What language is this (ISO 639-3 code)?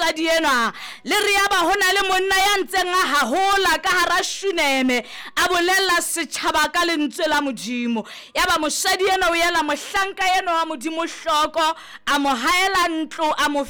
sot